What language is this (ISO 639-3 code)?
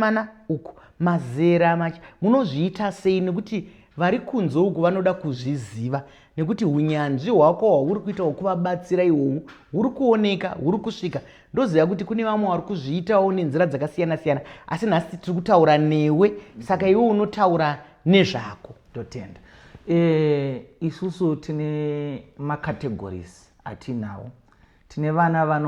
sna